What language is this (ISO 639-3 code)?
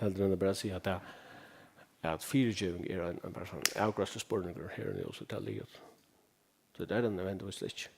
fao